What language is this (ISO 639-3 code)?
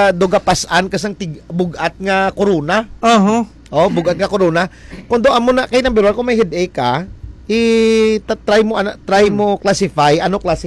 hil